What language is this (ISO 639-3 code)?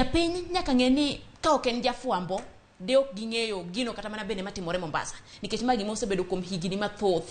luo